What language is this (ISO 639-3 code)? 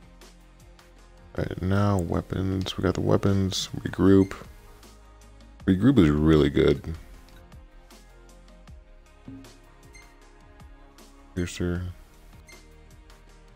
eng